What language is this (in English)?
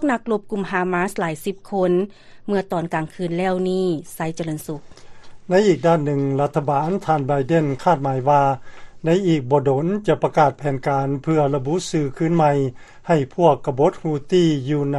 Lao